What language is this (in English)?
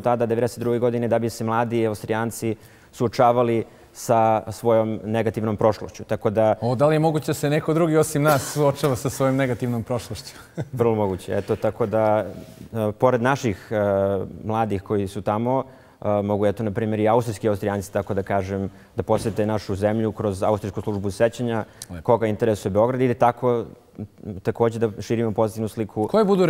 Bosnian